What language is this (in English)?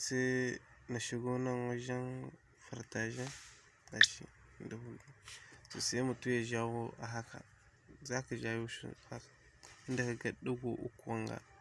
Hausa